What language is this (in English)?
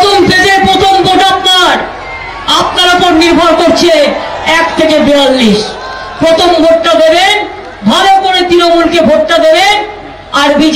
Bangla